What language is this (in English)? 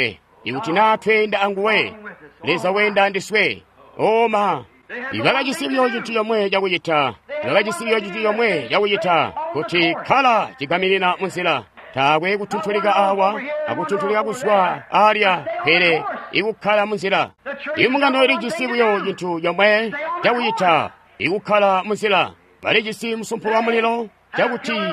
Tonga (Zambia)